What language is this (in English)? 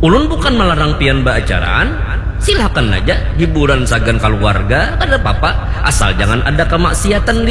Banjar